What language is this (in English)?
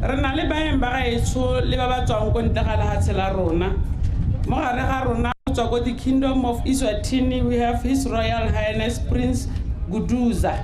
Tswana